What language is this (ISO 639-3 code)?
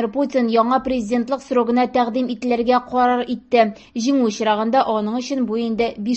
tat